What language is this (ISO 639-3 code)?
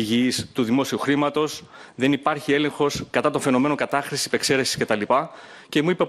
ell